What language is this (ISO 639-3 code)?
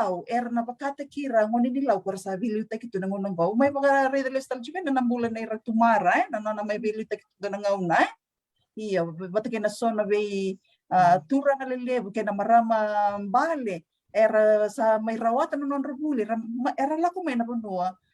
fij